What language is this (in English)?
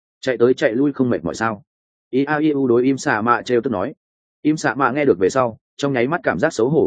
Vietnamese